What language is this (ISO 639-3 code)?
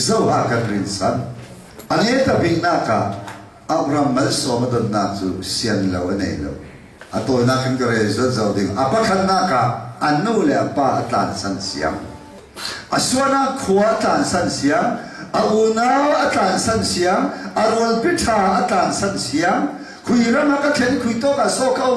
cfm